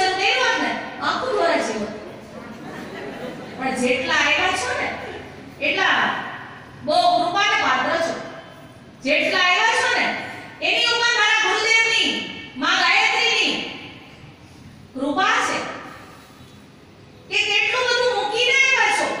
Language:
Gujarati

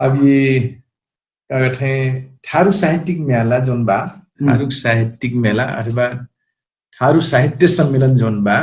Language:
Dangaura Tharu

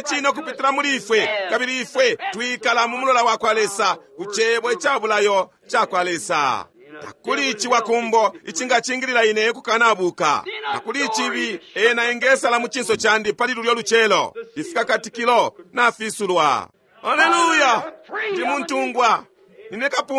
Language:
Bemba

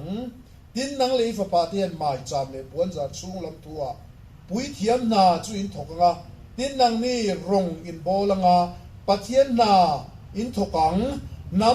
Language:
Mizo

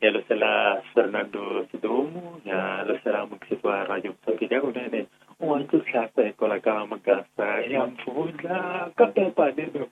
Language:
Tsonga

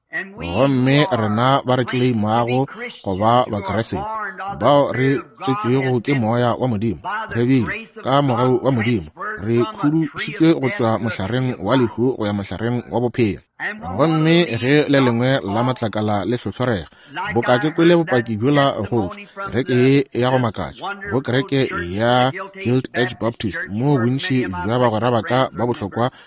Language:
Northern Sotho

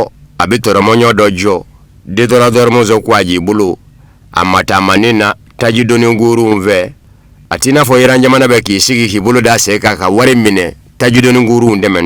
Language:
Bambara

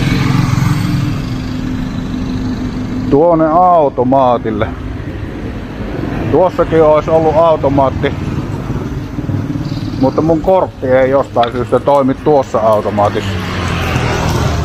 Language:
Finnish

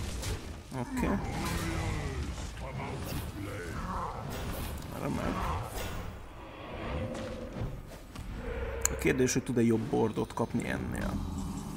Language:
Hungarian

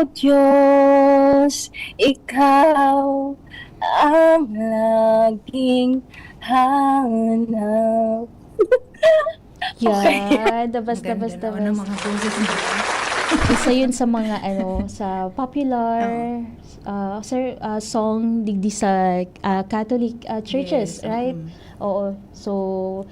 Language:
Bikol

